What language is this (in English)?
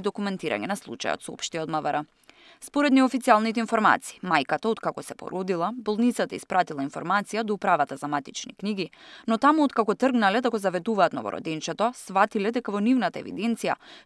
Macedonian